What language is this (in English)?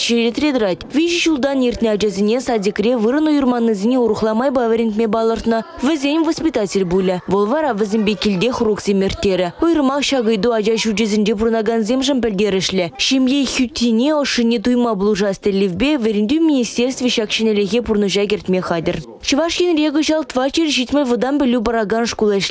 Chuvash